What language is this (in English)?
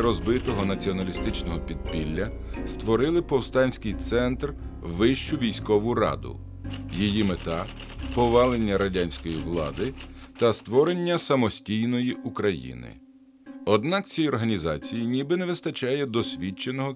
Ukrainian